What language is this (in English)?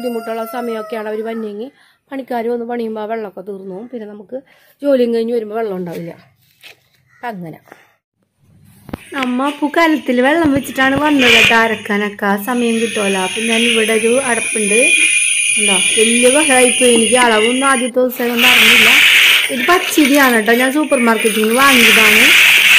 Malayalam